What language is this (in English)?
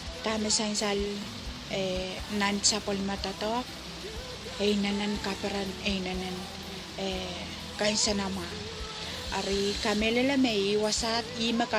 Pohnpeian